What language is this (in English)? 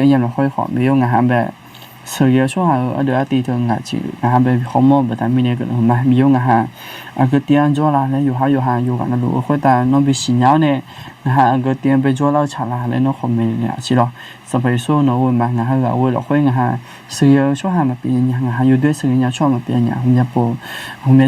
Akha